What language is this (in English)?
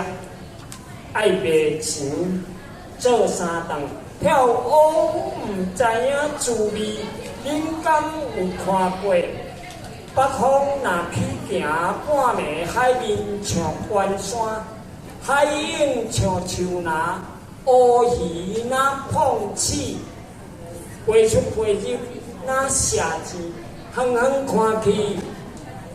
Min Nan Chinese